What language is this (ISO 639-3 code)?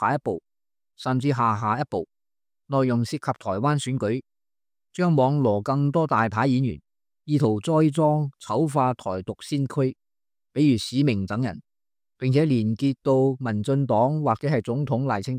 yue